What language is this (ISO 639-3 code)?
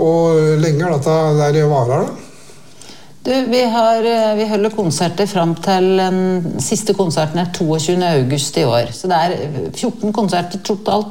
nor